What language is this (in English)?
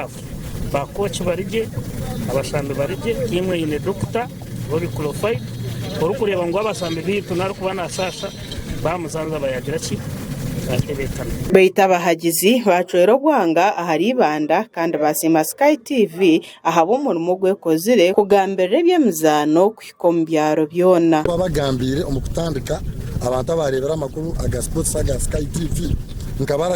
Nyankole